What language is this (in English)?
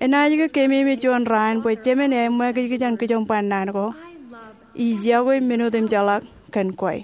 Marshallese